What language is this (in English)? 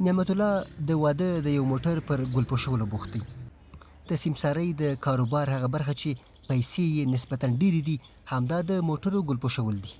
Pashto